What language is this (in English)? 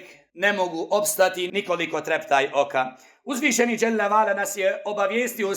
Bosnian